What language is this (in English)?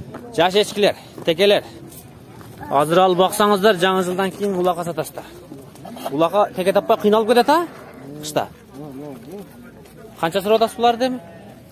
Kyrgyz